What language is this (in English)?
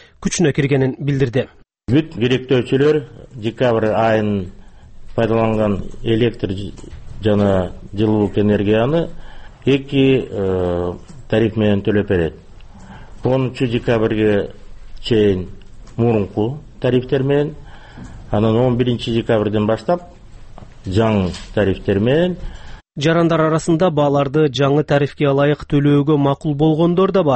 Kyrgyz